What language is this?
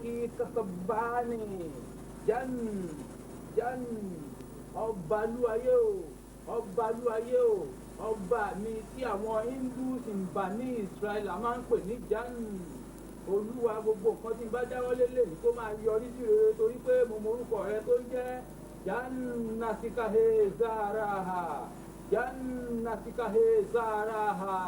Yoruba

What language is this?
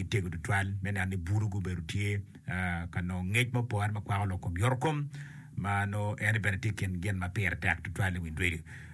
Acoli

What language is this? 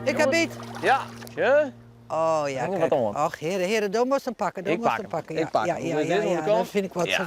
Western Frisian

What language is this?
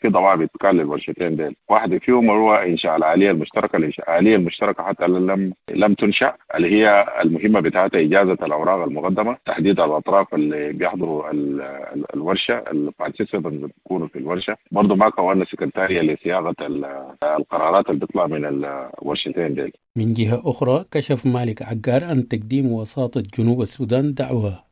Sudanese Arabic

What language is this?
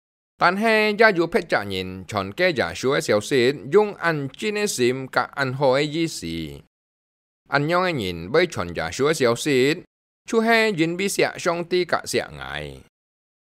Hakka Chinese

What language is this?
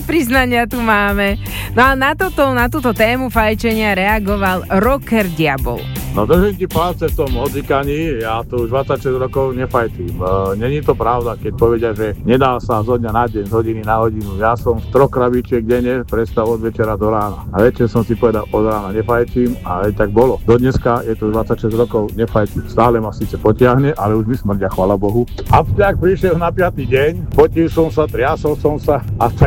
Slovak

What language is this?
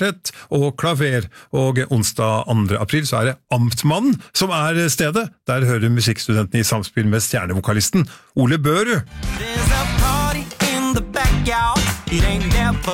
Norwegian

